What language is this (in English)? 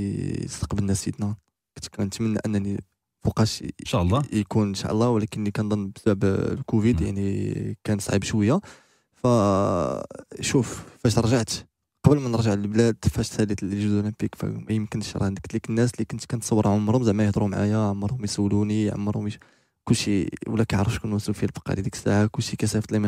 Moroccan Arabic